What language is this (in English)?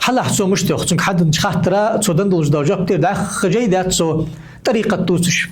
Ingush